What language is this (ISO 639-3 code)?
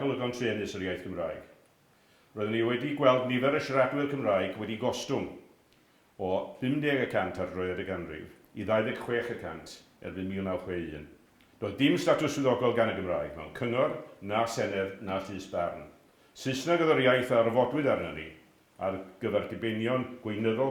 cym